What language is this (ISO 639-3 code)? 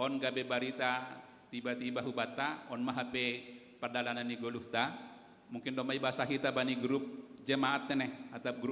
bts